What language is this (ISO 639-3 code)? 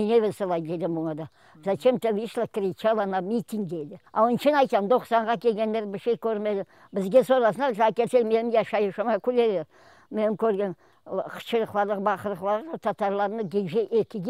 crh